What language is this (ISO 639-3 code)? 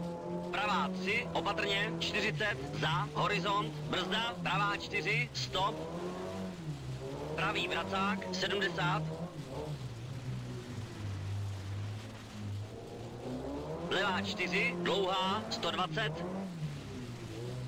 ces